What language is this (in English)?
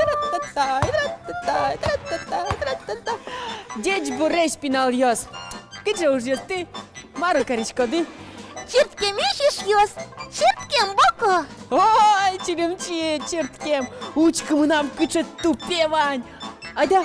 Udmurt